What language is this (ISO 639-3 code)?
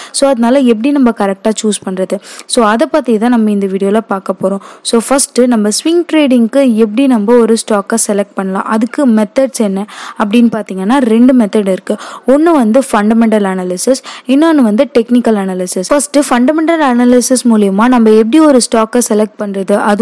tam